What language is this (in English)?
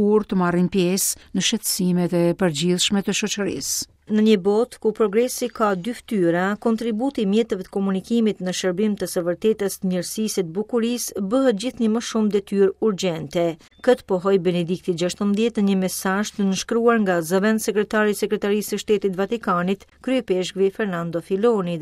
Albanian